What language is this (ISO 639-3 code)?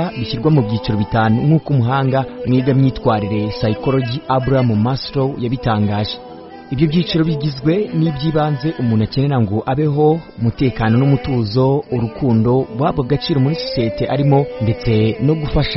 kin